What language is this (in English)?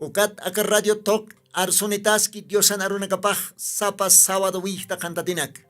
Aymara